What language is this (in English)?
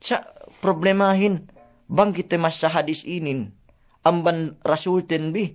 Yakan